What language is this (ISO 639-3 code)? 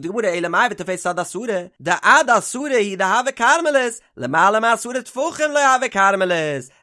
yid